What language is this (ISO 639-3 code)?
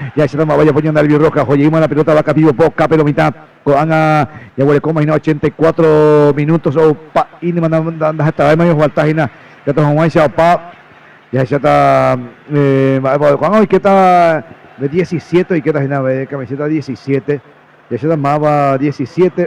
grn